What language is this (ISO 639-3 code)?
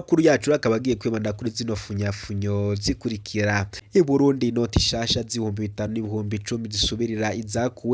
run